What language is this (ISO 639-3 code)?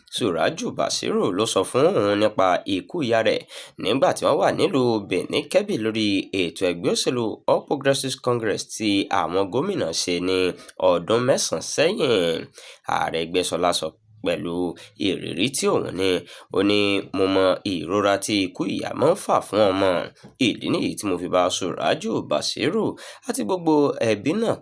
yor